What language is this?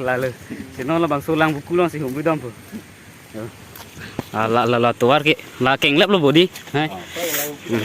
Karbi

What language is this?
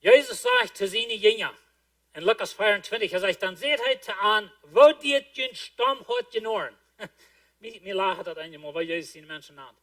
Plautdietsch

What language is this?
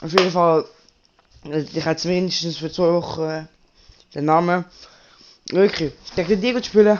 Swiss German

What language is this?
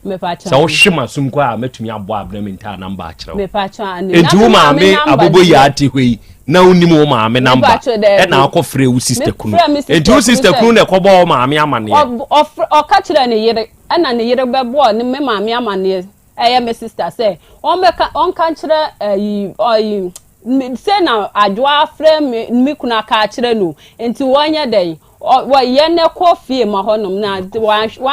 Akan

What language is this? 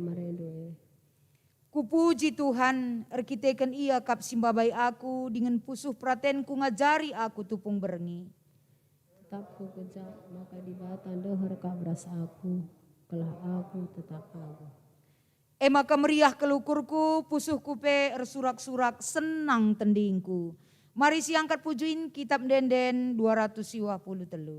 Batak Karo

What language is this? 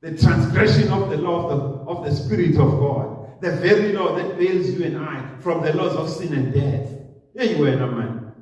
Zulu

